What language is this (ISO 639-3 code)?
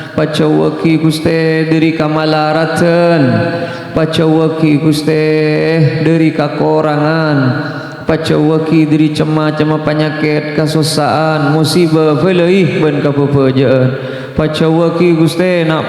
mad